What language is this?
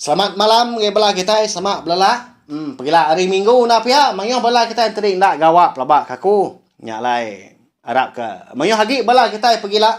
Iban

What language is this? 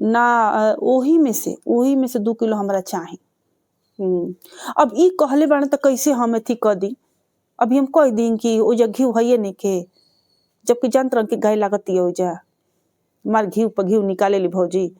Bhojpuri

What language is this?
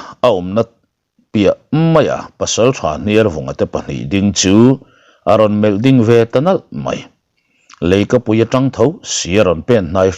Mizo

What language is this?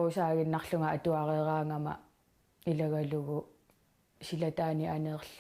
Kalaallisut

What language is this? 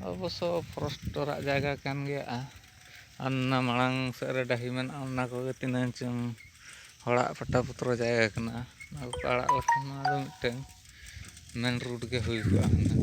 Santali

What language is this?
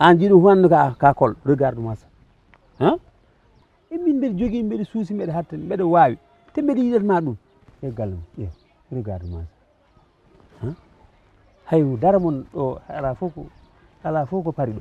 Fula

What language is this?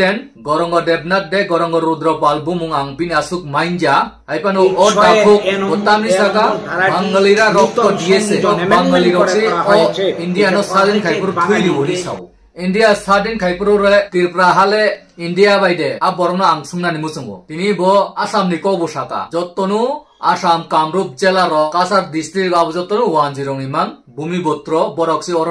Kok Borok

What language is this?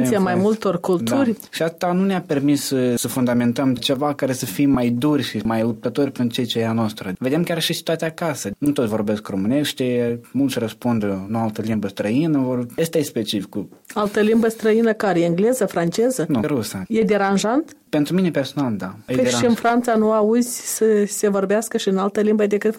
Romanian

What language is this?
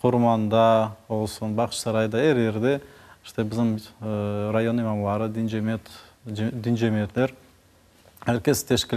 Crimean Tatar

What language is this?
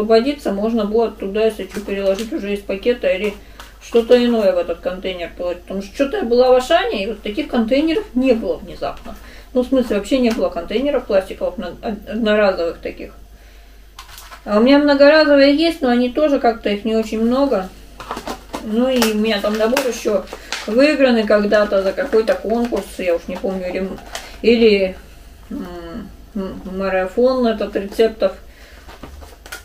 Russian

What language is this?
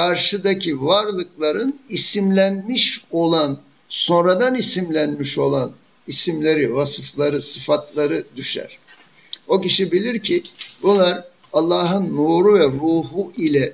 Turkish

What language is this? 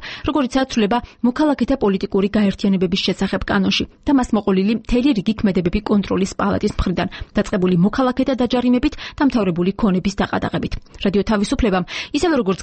Georgian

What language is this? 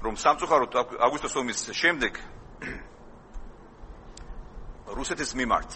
Georgian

